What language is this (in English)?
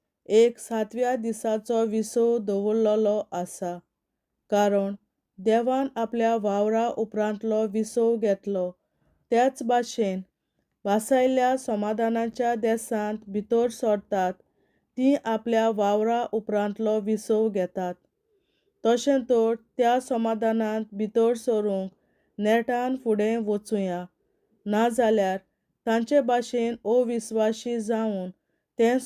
Konkani